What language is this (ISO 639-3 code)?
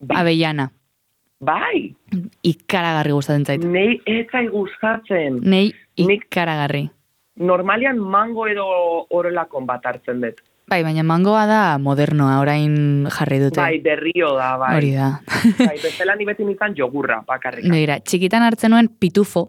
eus